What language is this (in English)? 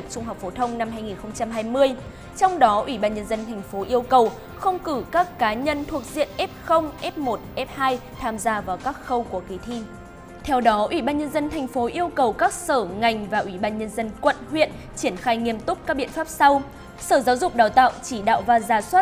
Vietnamese